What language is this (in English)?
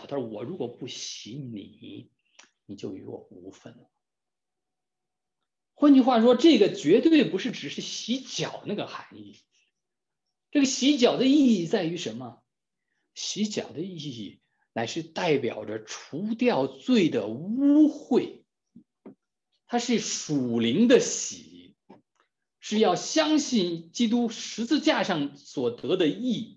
Chinese